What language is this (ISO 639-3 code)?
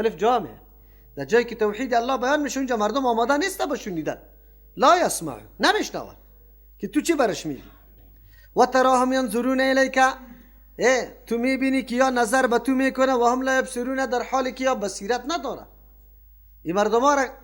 fas